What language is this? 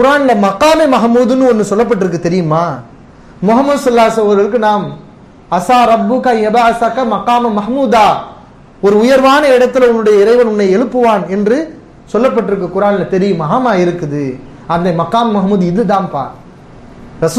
Tamil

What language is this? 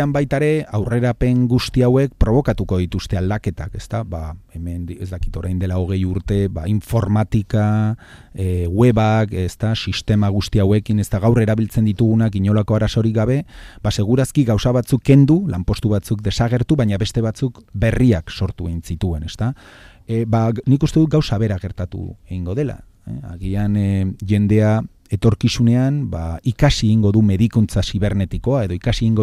Basque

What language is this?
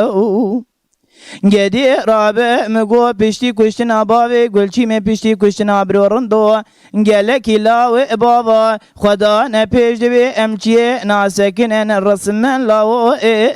Kurdish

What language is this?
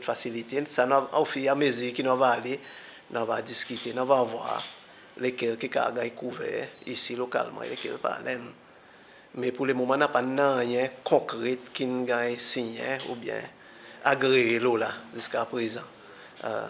Seselwa Creole French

